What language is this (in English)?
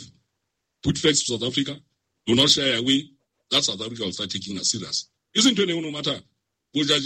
Southern Sotho